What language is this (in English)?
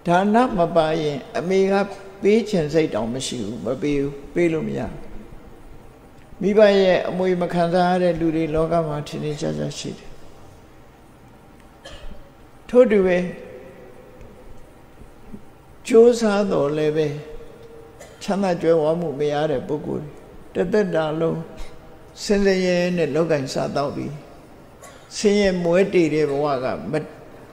Burmese